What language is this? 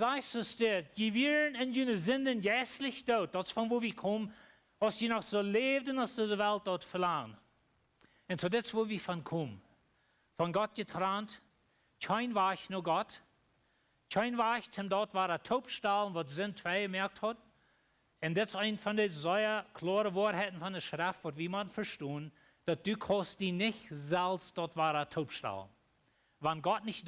Plautdietsch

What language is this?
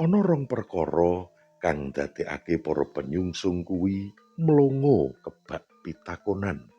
Javanese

